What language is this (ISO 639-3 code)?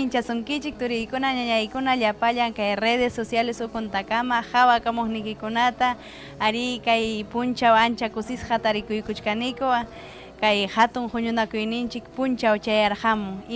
quy